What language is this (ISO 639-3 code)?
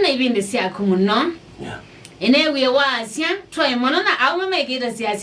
kam